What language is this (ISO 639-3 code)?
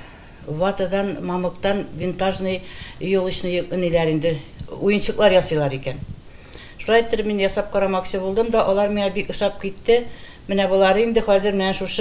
tat